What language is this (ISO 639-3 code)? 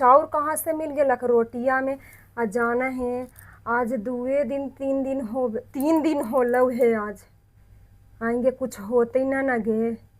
mag